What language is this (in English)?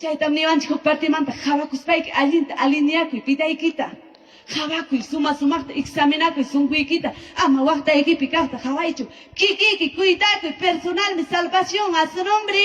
Ayacucho Quechua